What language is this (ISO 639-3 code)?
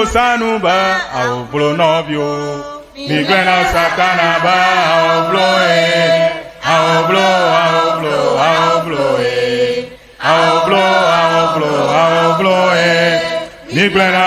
ewe